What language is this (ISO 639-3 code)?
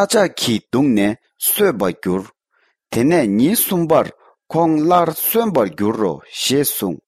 bod